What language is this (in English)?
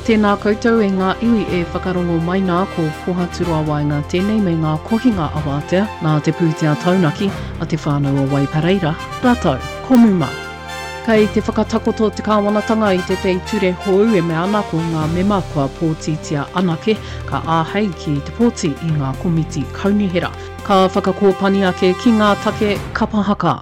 Māori